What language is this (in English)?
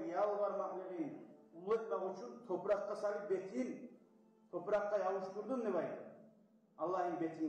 Kumyk